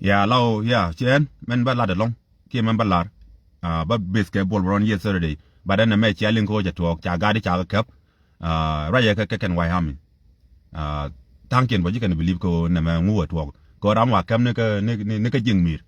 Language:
Nuer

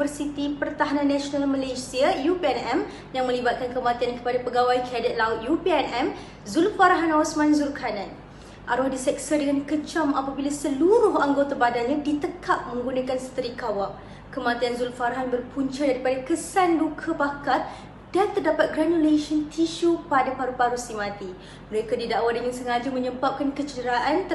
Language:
Malay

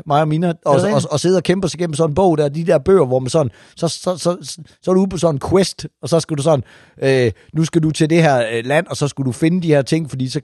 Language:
Danish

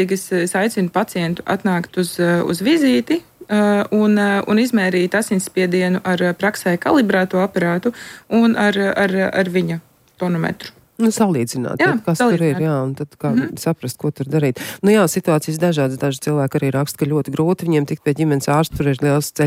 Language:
Latvian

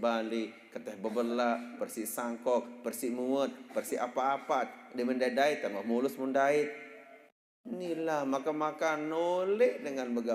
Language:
Sasak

